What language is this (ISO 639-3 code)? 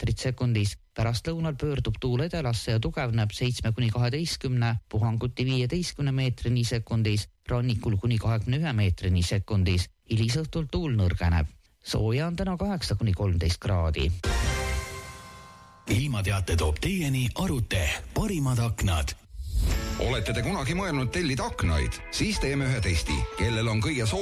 est